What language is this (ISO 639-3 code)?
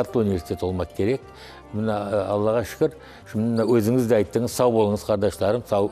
crh